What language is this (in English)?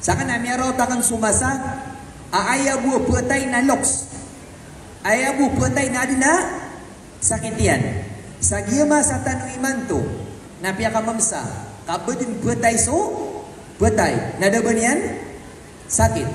Maranao